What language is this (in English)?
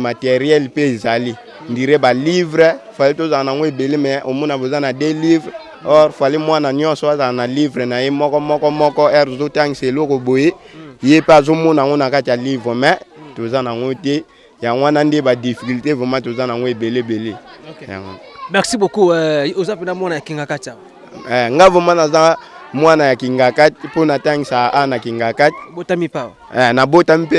Lingala